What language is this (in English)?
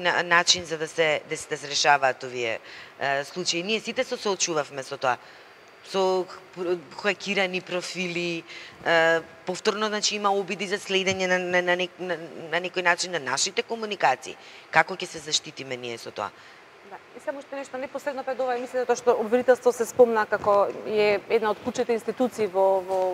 Macedonian